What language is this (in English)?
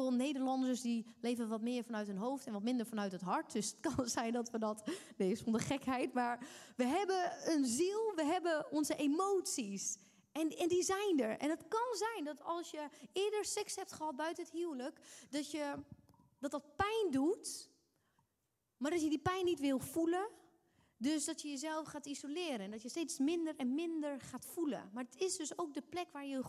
Dutch